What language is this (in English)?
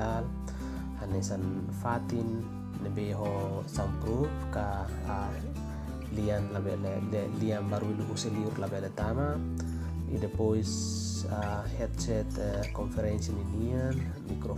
Tetum